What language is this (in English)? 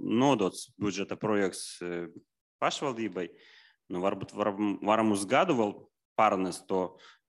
Latvian